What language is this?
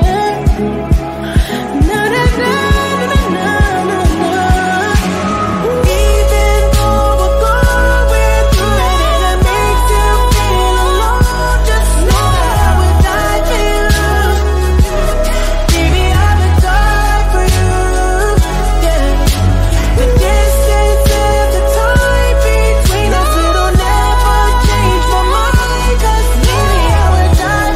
English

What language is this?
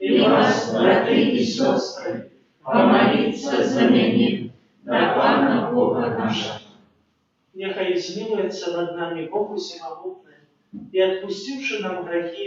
Belarusian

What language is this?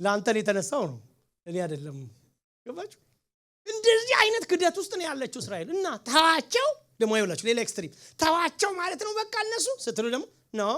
Amharic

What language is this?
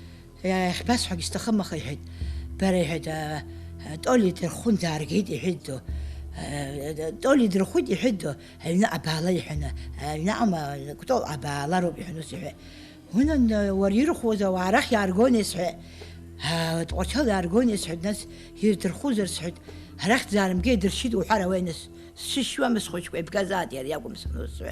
Abkhazian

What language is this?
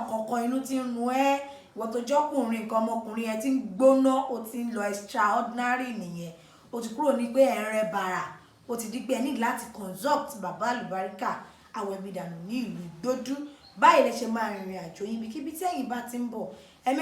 Yoruba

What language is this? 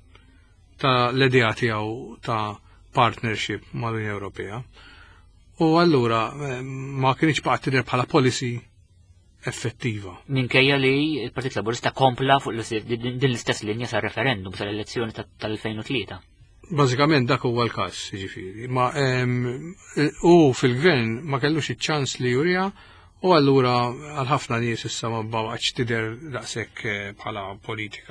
Maltese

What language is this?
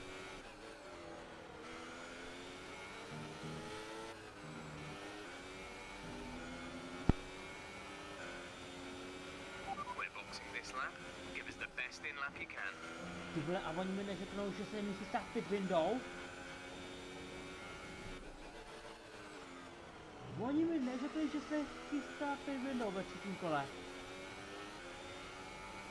Czech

